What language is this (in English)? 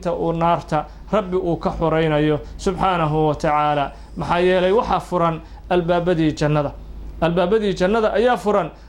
Somali